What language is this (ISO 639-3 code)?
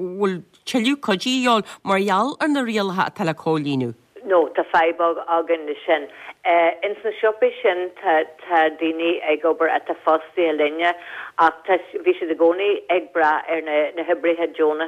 gle